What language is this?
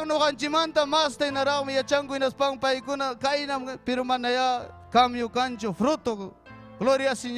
Ayacucho Quechua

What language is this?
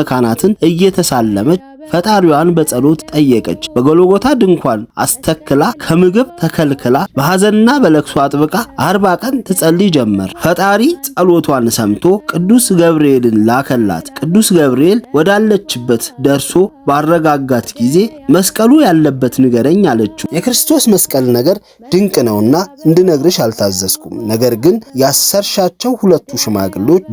Amharic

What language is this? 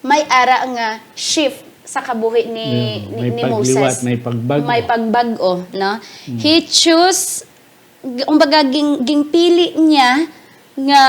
Hiligaynon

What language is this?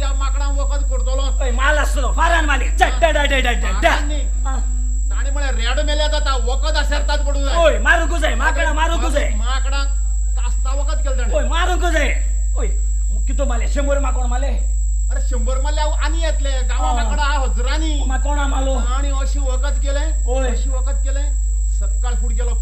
Konkani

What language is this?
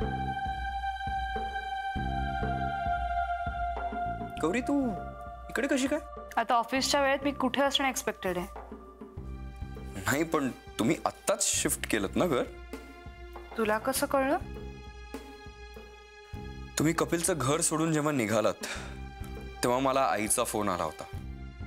Marathi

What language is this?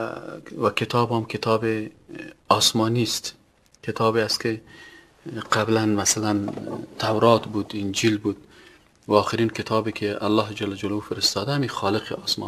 Tajik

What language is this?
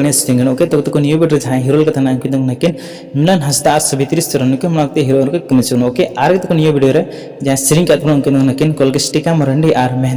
Santali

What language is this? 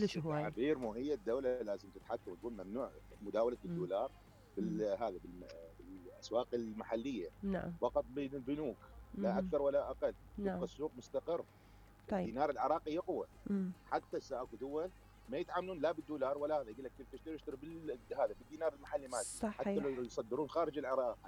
Mesopotamian Arabic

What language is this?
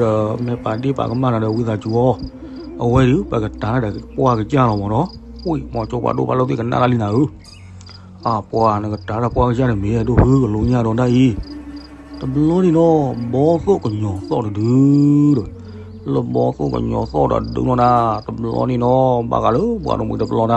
S'gaw Karen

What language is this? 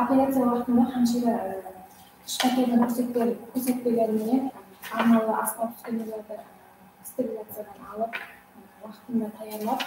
Kara-Kalpak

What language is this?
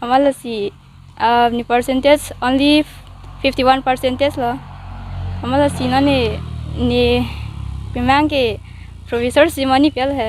Karbi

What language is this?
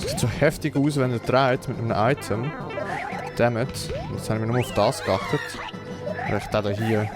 Swiss German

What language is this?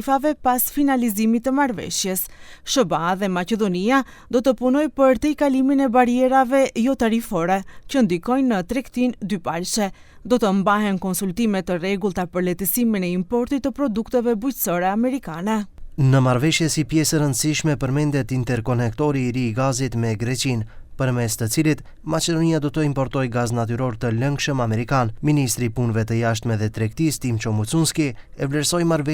Albanian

